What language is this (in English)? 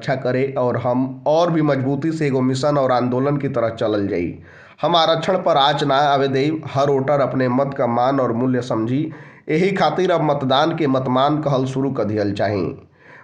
Bhojpuri